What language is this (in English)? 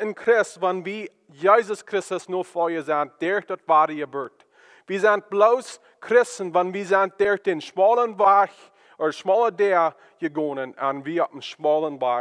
Plautdietsch